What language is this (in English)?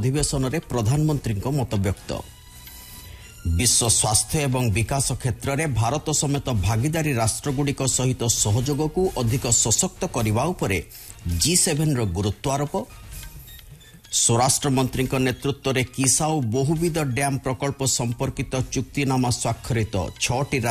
Odia